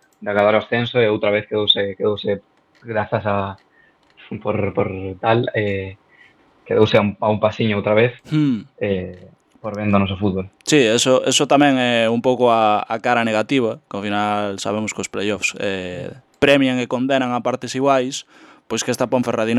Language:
Galician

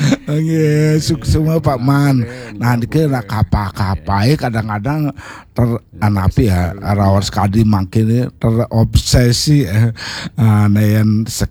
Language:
Balinese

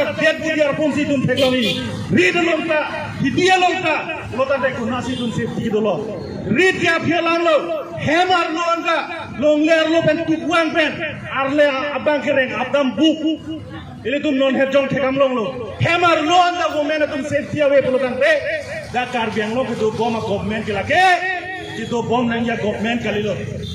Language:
Karbi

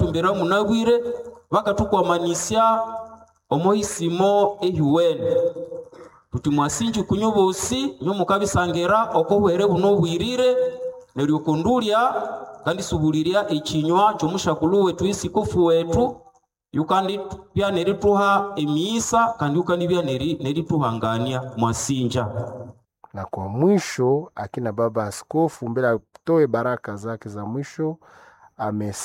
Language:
Nande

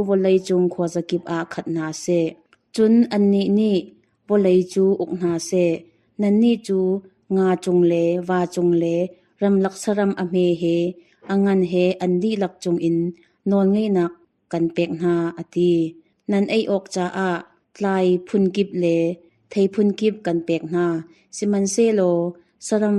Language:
Hakha Chin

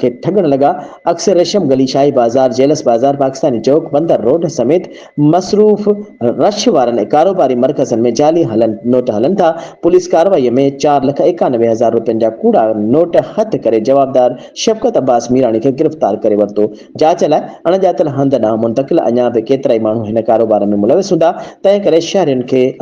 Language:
Sindhi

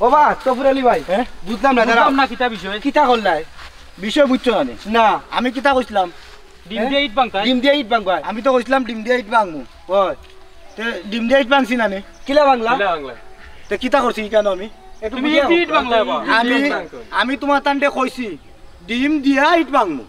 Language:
Sylheti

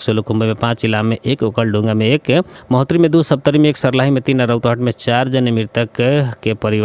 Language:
Bhojpuri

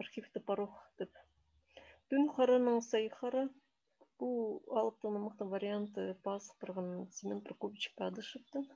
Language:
Khakas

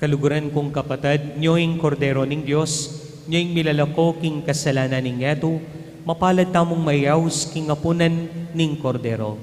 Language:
Pampanga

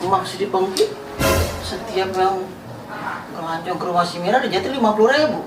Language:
Betawi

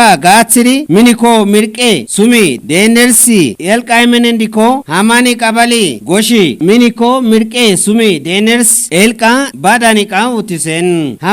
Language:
Kafa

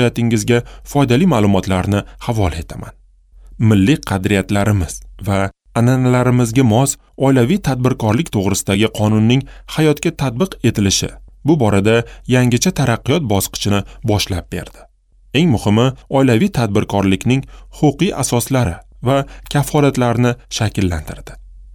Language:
Uzbek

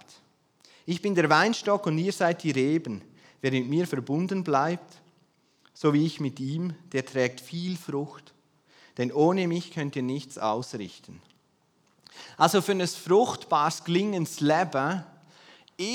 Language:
German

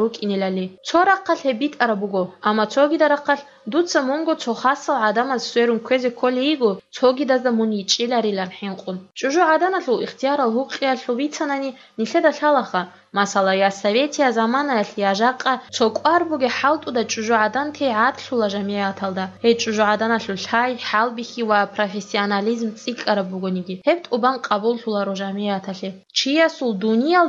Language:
Avaric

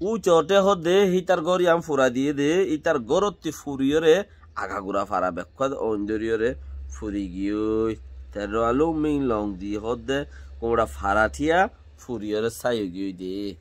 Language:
Rohingya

